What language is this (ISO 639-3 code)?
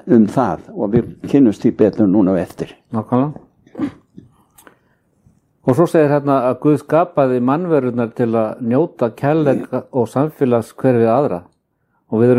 isl